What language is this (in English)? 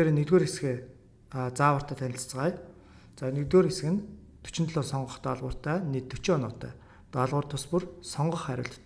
Mongolian